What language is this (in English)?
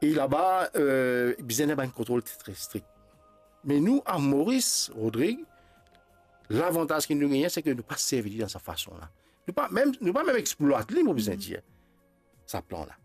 Morisyen